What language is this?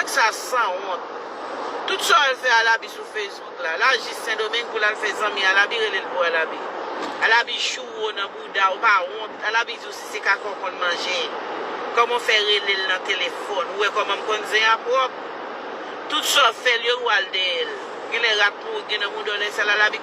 Haitian Creole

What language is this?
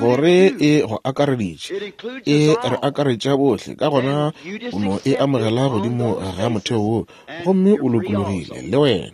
Northern Sotho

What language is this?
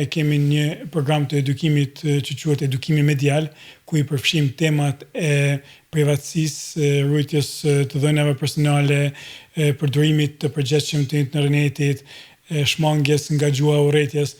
Albanian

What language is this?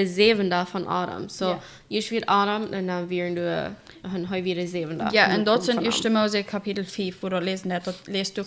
Plautdietsch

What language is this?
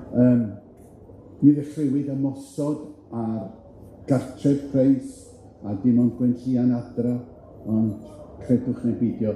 Welsh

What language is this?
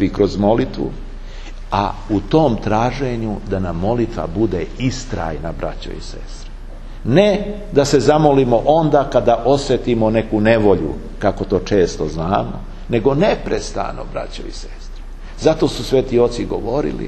Serbian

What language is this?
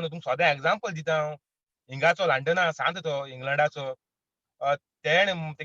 Konkani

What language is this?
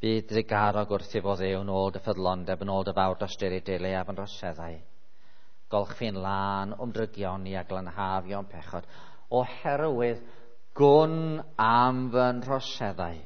Welsh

